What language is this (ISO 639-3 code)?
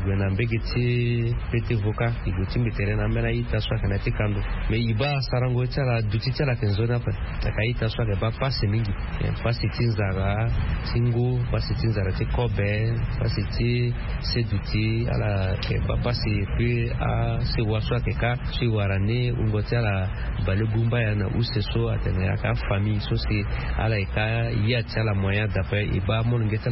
sag